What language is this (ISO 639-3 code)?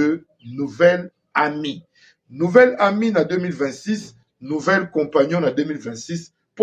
lin